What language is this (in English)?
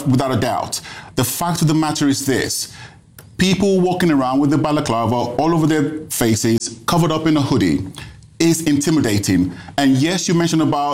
English